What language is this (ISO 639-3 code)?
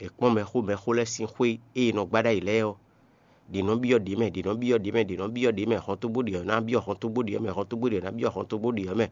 fon